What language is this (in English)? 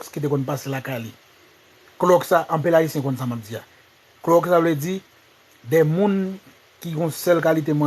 Haitian Creole